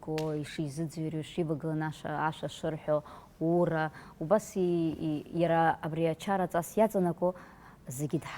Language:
Abkhazian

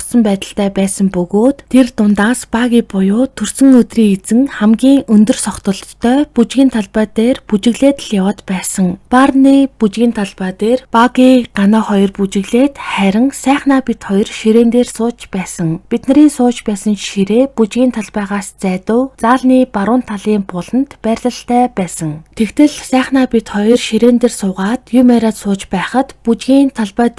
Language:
Mongolian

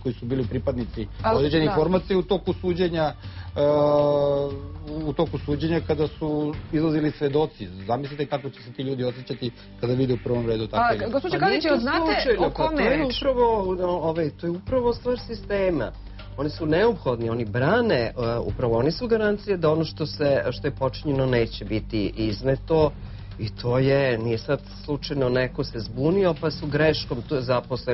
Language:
Serbian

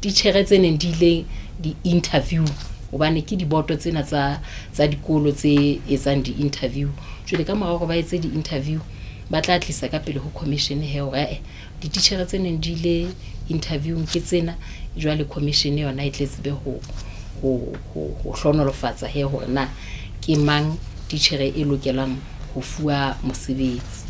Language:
Southern Sotho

